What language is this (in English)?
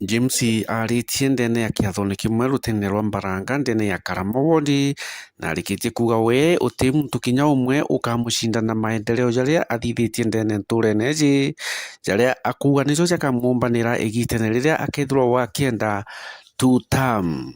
Meru